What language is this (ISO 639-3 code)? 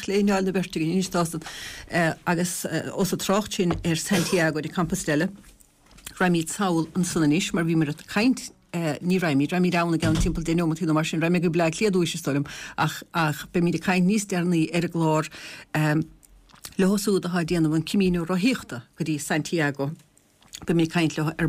gle